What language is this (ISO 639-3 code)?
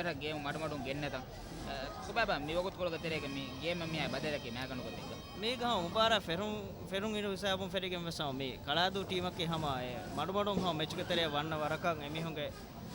div